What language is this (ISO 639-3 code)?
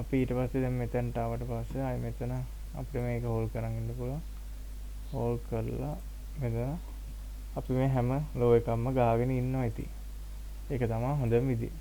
sin